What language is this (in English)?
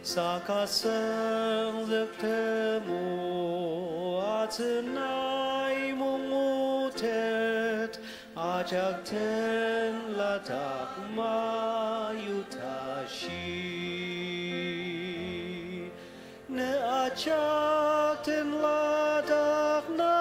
Ao Naga